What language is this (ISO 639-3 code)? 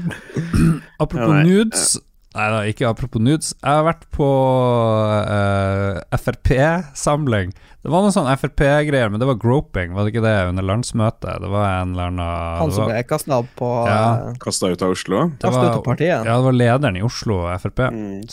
nor